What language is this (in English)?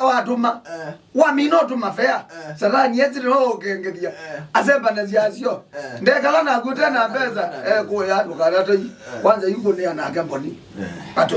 Kamba